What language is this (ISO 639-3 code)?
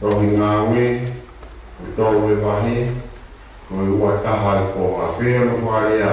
ton